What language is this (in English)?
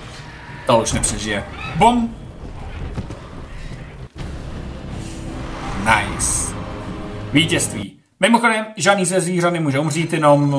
Czech